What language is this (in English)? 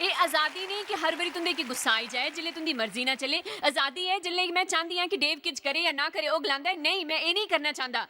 Dogri